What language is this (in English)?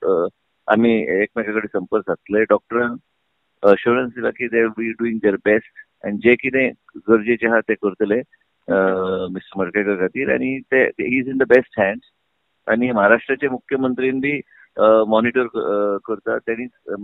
Konkani